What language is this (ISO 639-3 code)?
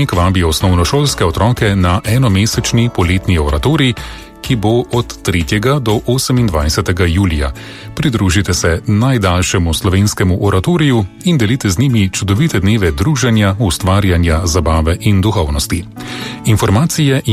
slv